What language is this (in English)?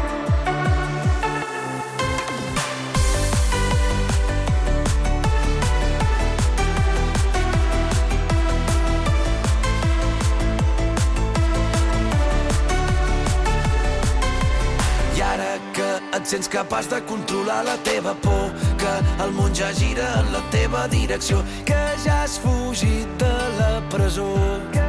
Catalan